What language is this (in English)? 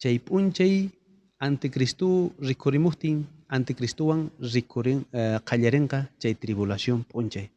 South Bolivian Quechua